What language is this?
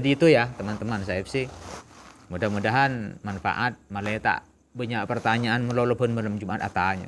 Madurese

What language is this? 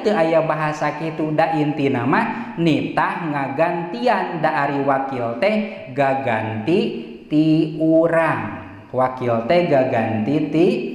Sundanese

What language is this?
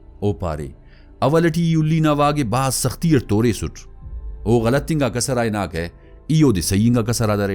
Brahui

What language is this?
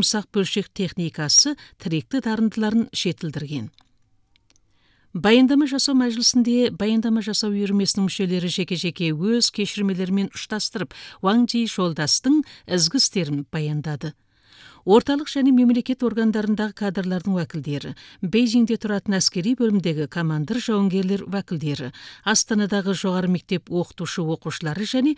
Kazakh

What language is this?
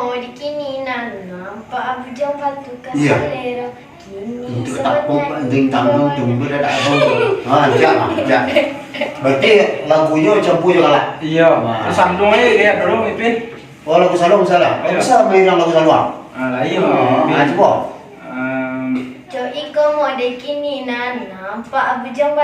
Minangkabau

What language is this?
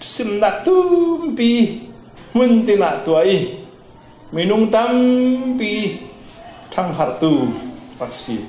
Falam Chin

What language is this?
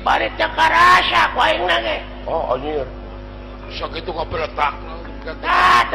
Sundanese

